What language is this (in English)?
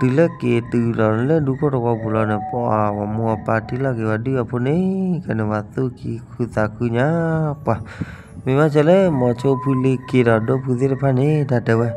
S'gaw Karen